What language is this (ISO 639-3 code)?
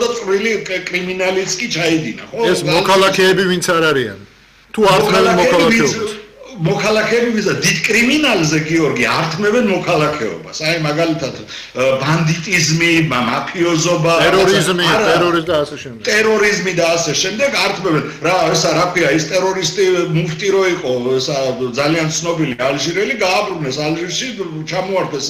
kat